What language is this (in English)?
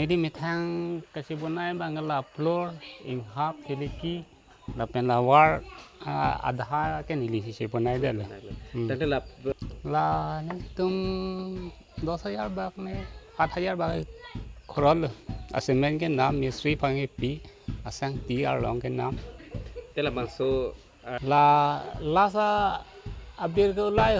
Karbi